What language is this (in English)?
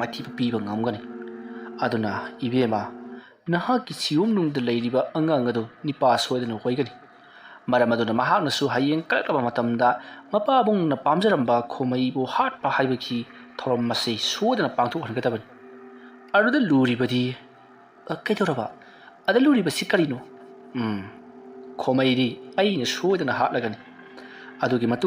Manipuri